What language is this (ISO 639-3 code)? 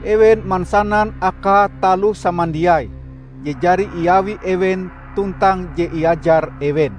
nij